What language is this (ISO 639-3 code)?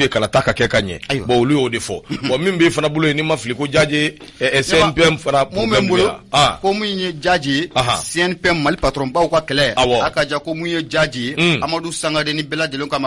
bam